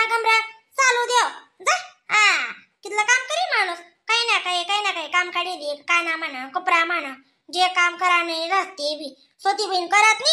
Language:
Khandesi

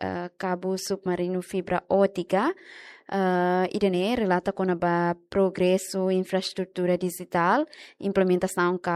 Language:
Tetum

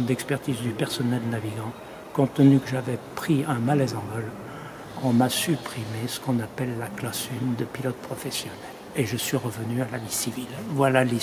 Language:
French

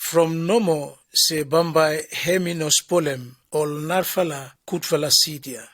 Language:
Bislama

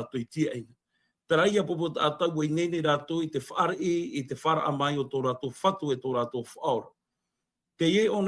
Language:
Tahitian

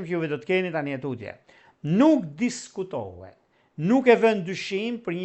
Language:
Albanian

